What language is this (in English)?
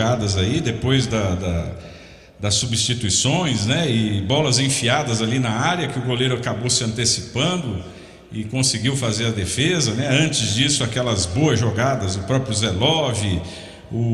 Portuguese